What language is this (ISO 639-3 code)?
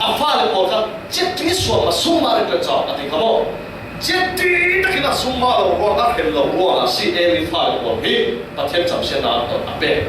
cfm